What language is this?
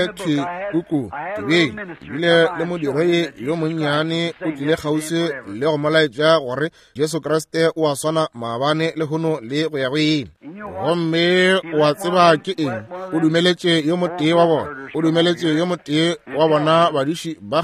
Northern Sotho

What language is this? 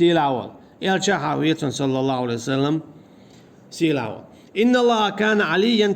Chechen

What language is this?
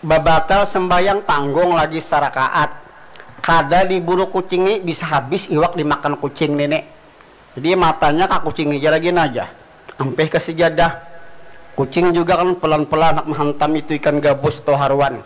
Banjar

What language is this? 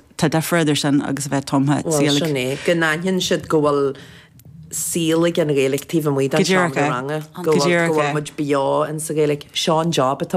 Irish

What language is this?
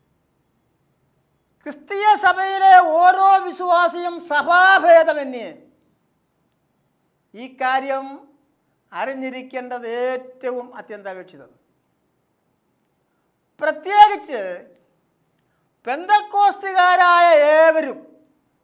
Malayalam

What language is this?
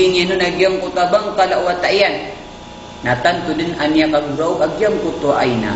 Maranao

